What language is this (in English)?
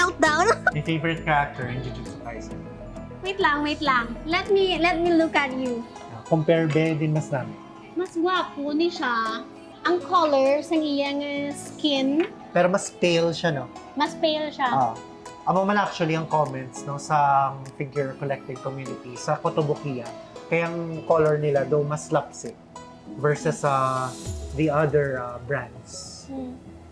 Hiligaynon